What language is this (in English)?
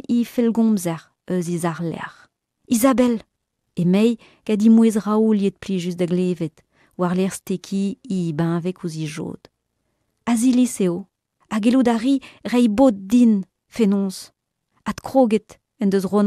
Breton